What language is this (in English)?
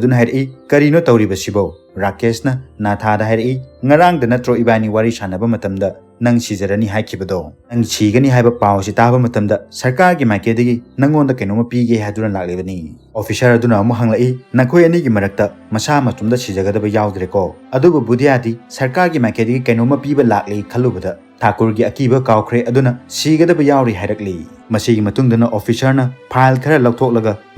Manipuri